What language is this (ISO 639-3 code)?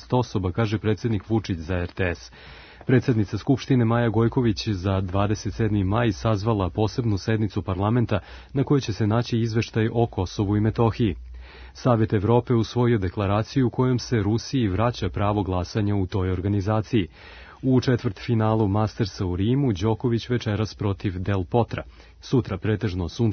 srp